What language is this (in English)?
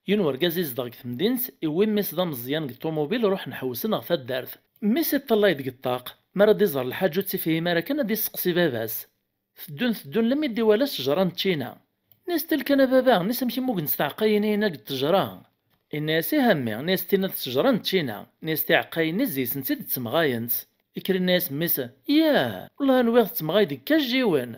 Kabyle